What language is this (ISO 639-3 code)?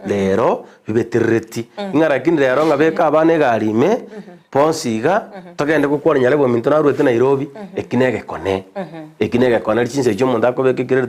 guz